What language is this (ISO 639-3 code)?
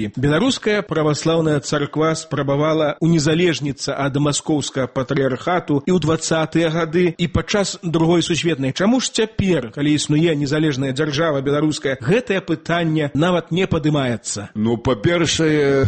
bel